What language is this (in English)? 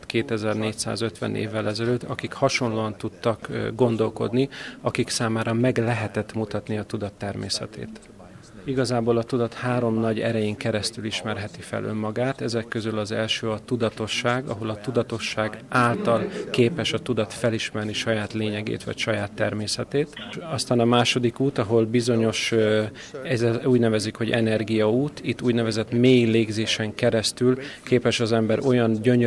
Hungarian